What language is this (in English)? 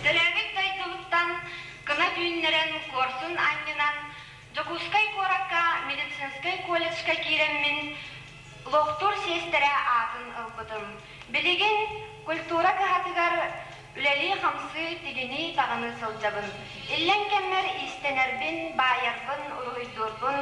Yakut